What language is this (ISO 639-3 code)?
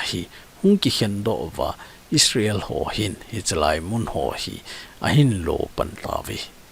tcz